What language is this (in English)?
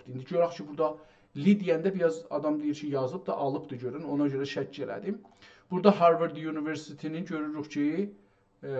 South Azerbaijani